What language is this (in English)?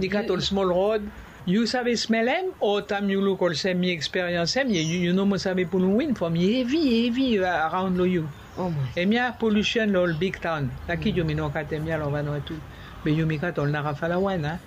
Bislama